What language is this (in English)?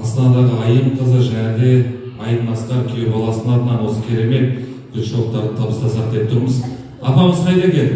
Kazakh